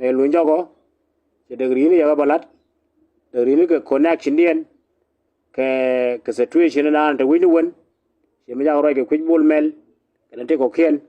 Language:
Nuer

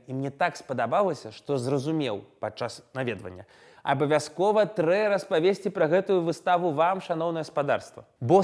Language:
Belarusian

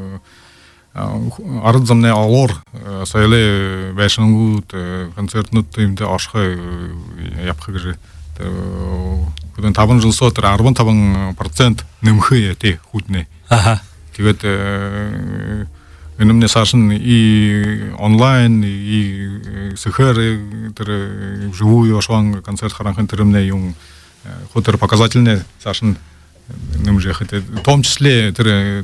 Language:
Buriat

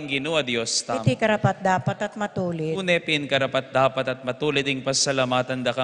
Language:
Pampanga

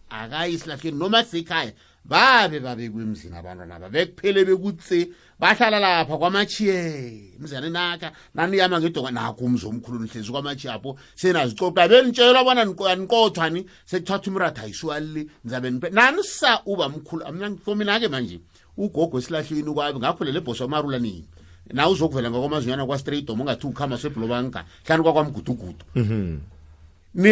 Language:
South Ndebele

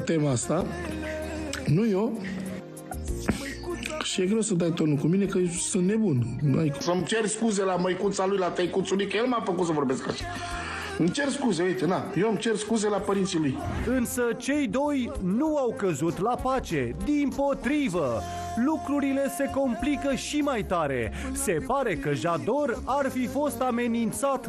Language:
Romanian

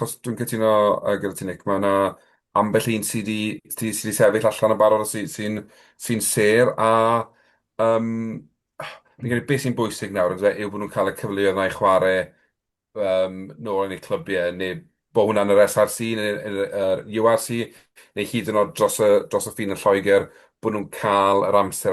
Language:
Welsh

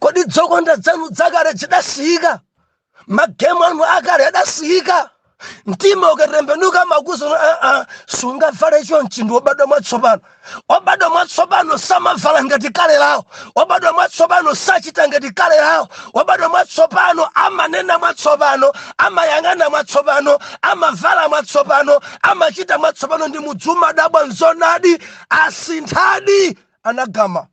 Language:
Nyanja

